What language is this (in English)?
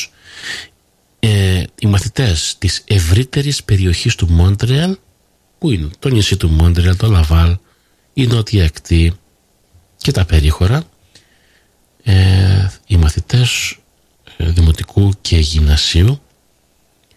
Greek